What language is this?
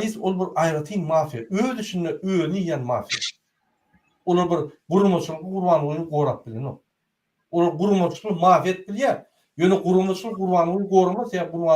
Turkmen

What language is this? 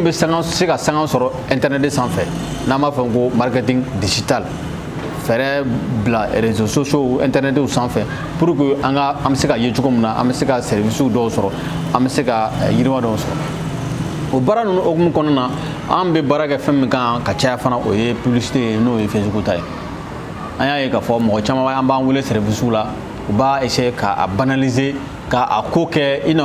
Bambara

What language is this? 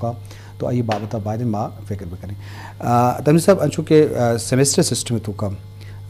Eastern Balochi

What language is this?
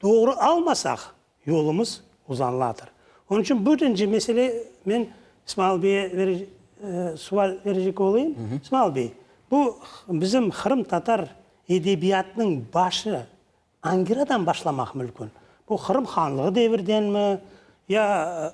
Crimean Tatar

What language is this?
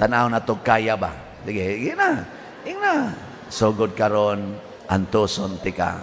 Cebuano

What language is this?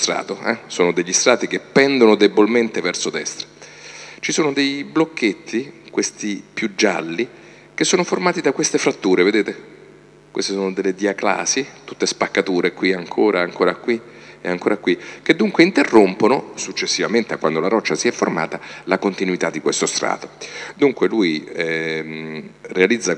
Italian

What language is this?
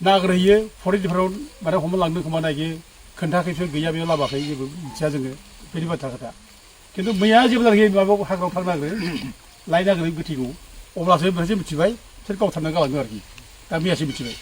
Bodo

